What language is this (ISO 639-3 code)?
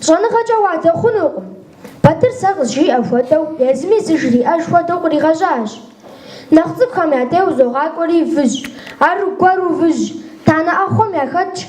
kbd